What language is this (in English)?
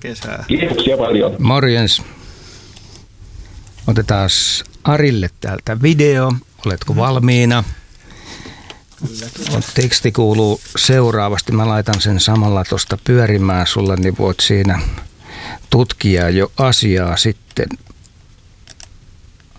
Finnish